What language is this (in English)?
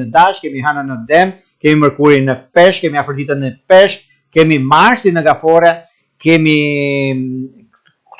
Albanian